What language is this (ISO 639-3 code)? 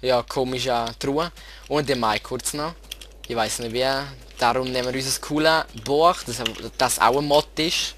gsw